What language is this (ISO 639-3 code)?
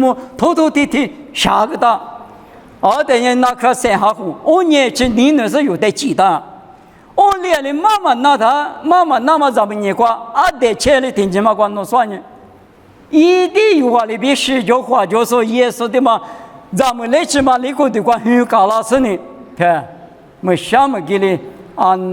lis